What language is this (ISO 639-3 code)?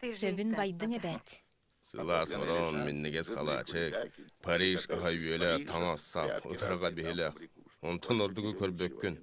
sah